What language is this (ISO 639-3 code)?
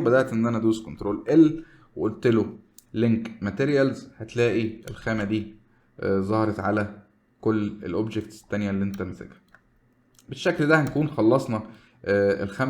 arz